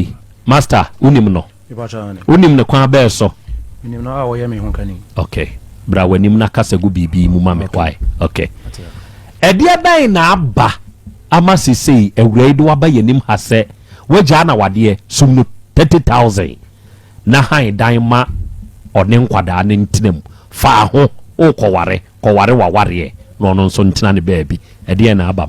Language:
Akan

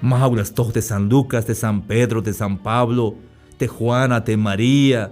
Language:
Tzeltal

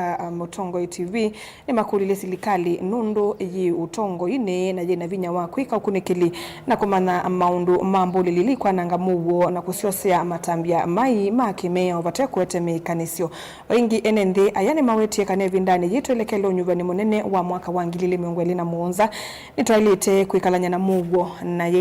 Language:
Kamba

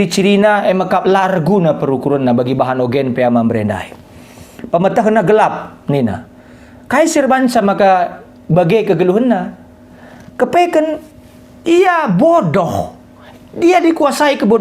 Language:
Batak Karo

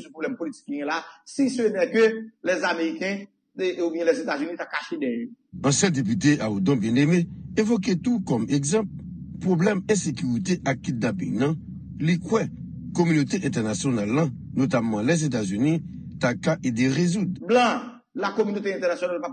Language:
Haitian Creole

